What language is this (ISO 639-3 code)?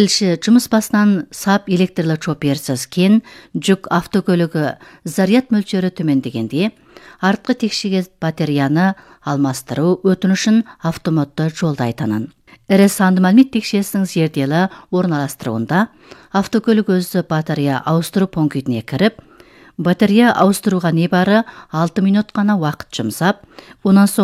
kaz